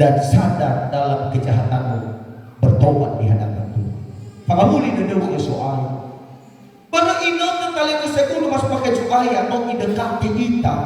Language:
Nias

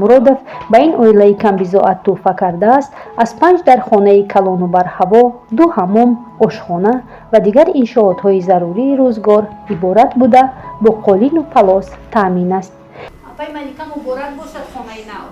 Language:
Tajik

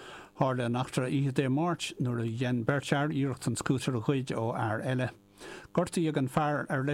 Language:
Irish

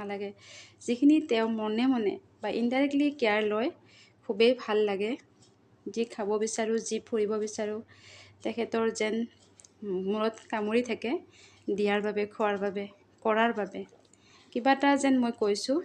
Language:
Assamese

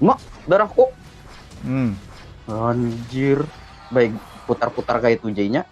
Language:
Banjar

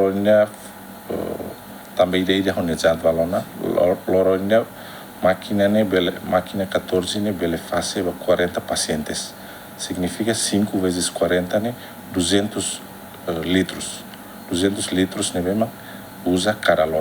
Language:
Tetum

